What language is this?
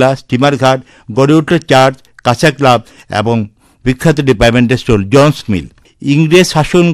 Bangla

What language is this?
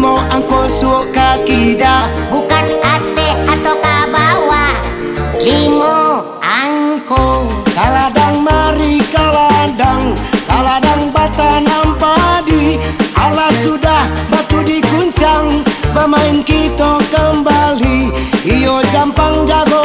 Minangkabau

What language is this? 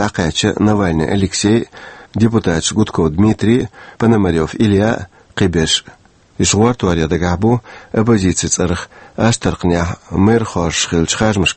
Chechen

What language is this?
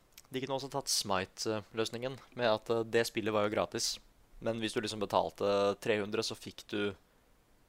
Norwegian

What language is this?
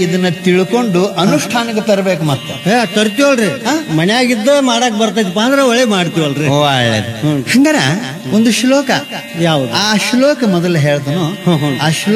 Kannada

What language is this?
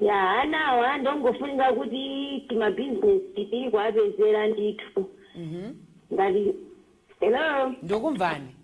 Nyanja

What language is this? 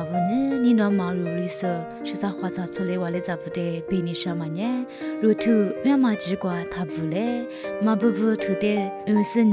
Lisu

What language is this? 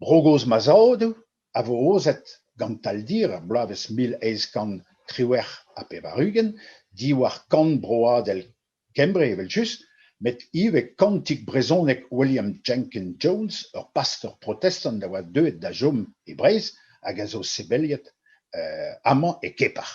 Breton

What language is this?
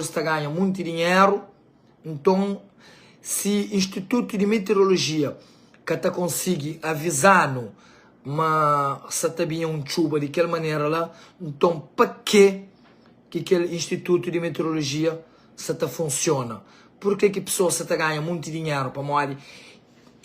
Kabuverdianu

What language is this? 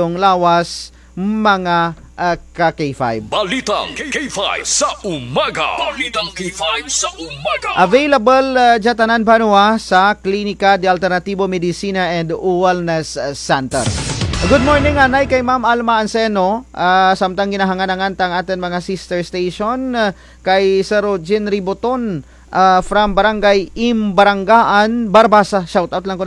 Kinaray-a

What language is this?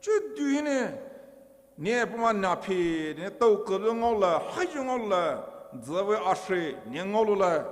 Poumei Naga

